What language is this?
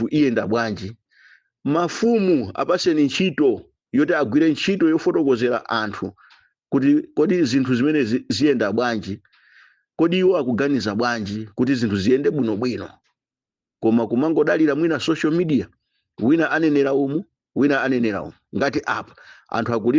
Nyanja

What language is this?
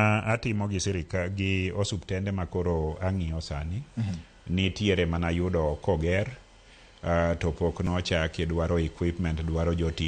Luo (Kenya and Tanzania)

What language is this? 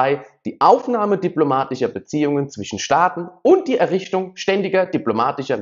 German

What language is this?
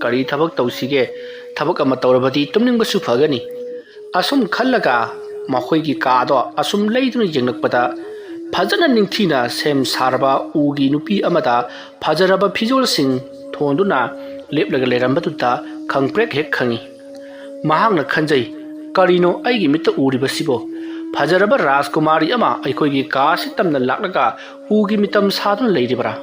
Manipuri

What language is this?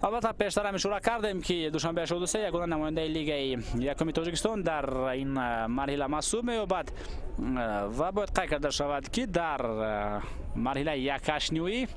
Tajik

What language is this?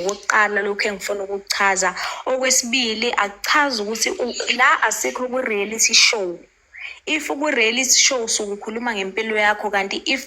Zulu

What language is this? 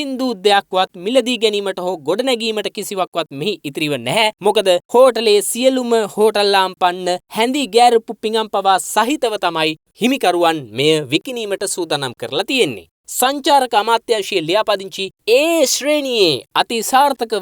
Sinhala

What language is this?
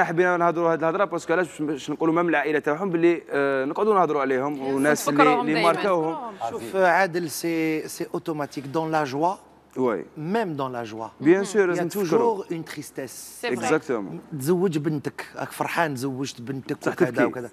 Algerian Arabic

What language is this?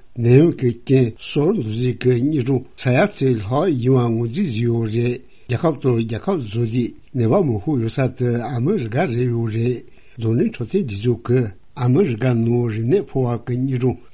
Tibetan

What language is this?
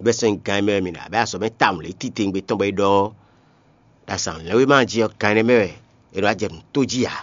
Fon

